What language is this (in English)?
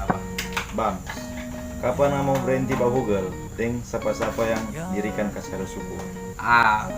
Manado Malay